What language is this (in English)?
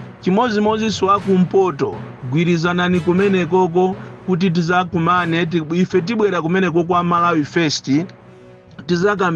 Nyanja